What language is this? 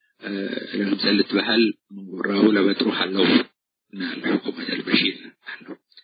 Tigre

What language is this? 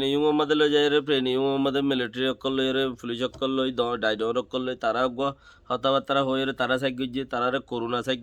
Rohingya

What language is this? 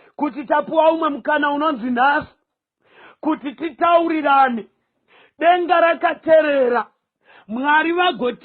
Shona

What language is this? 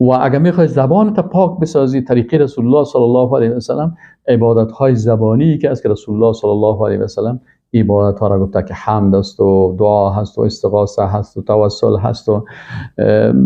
Persian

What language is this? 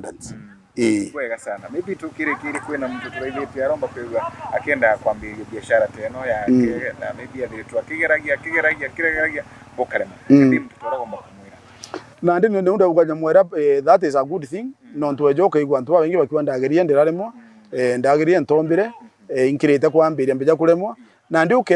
Meru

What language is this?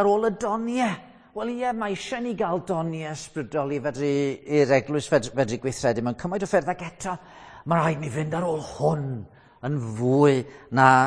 Welsh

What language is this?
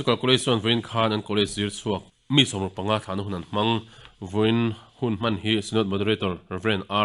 Mizo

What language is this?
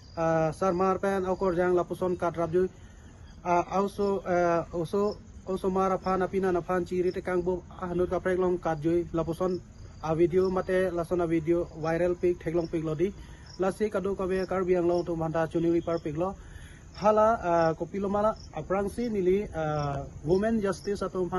Karbi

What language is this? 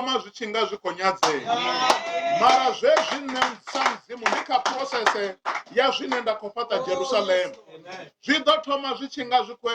Venda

